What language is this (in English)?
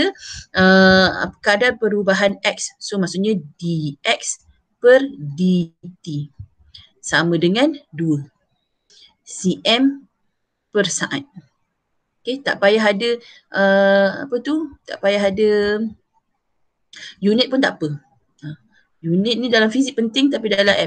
Malay